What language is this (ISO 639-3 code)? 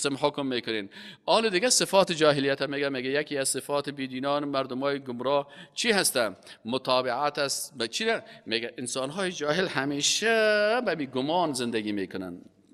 fas